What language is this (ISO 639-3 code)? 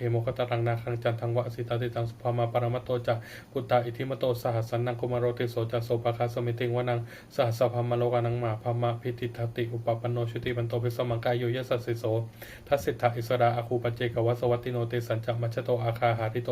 pli